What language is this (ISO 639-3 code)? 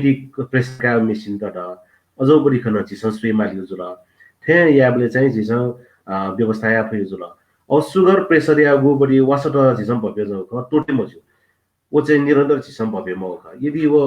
new